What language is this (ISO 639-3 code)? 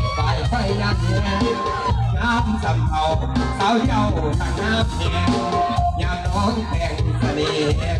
tts